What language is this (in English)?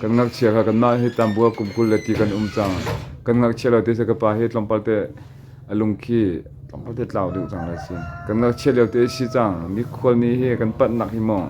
Hakha Chin